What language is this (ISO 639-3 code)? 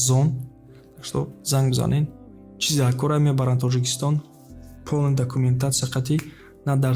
tgk